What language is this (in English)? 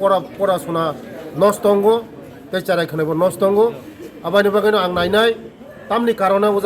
Kok Borok